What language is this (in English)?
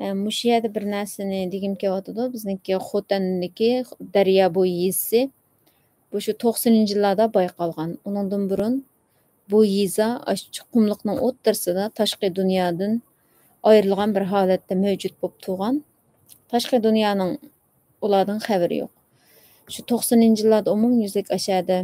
Uyghur